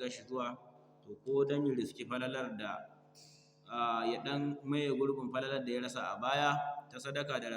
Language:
Hausa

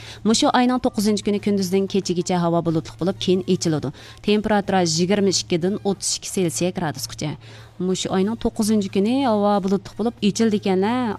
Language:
Uyghur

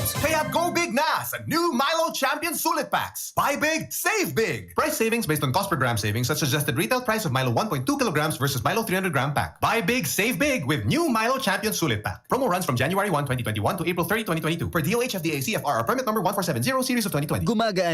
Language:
Bikol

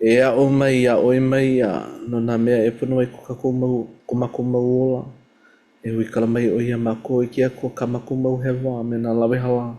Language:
Hawaiian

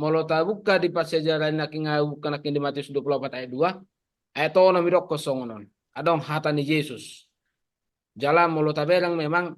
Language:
Batak Toba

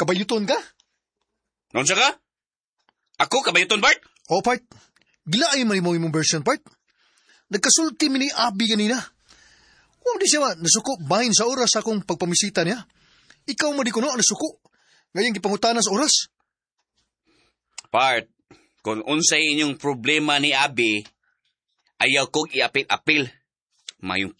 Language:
Cebuano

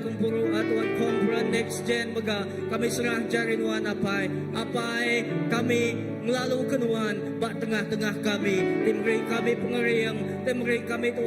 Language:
Iban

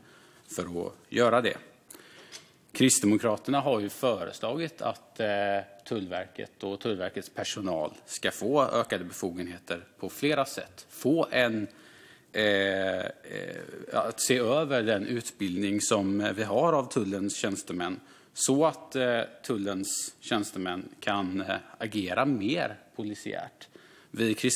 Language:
Swedish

